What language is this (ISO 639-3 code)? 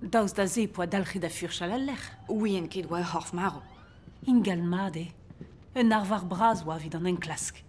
bre